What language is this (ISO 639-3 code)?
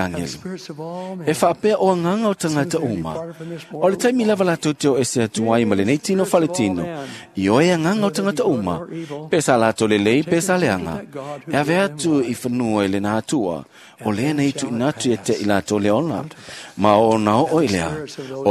smo